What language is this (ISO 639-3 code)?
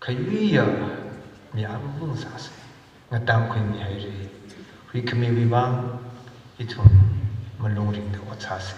nmf